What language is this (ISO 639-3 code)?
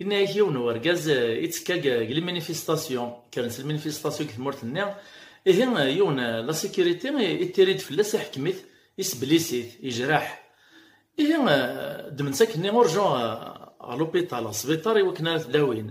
kab